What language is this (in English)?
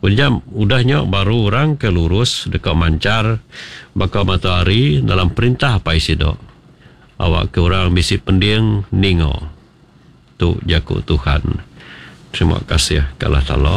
Iban